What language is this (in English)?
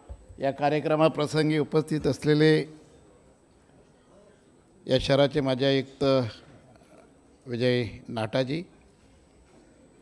Marathi